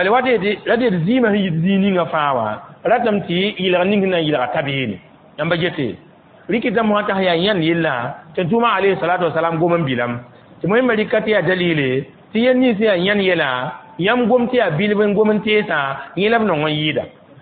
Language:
Mossi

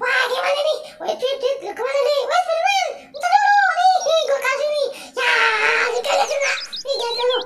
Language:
Betawi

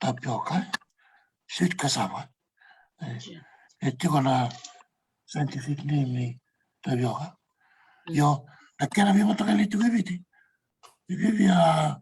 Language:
Fijian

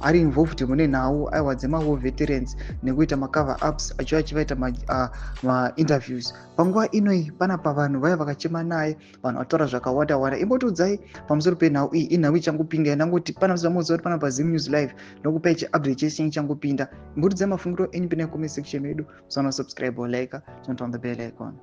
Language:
Shona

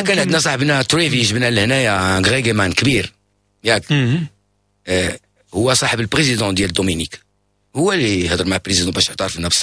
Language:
Moroccan Arabic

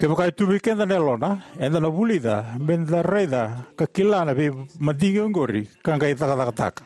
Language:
Fijian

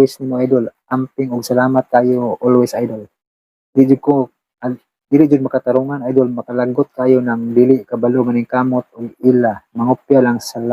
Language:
Cebuano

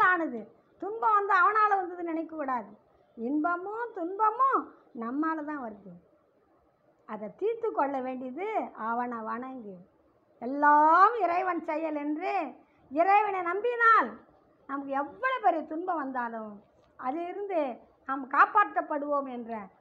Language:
Tamil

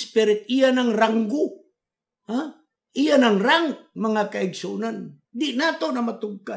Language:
Cebuano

